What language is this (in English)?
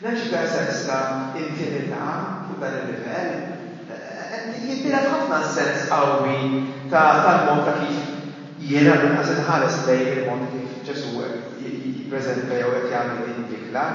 Maltese